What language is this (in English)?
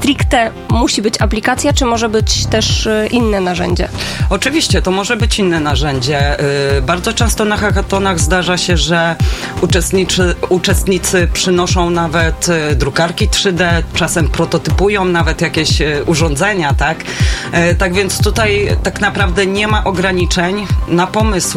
Polish